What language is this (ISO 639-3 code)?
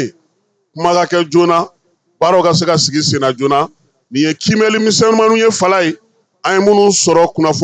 bam